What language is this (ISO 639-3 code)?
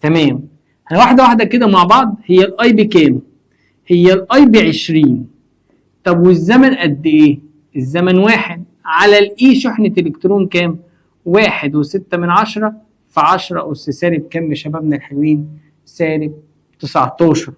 arz